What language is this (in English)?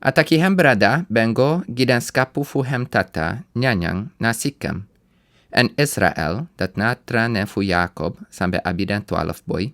Sranan Tongo